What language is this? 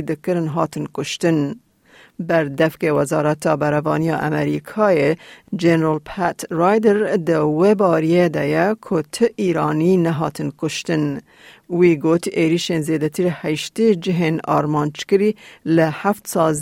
Kurdish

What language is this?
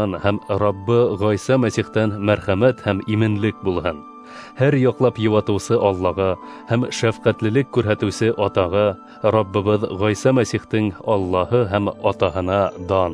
Bashkir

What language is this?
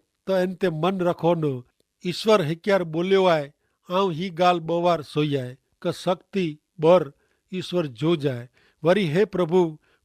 Kachhi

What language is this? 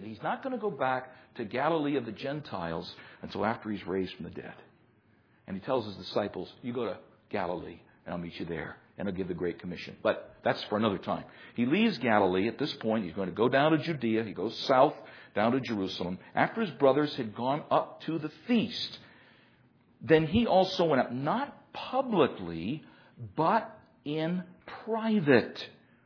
English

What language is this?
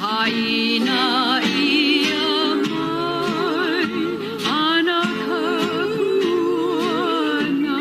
Hawaiian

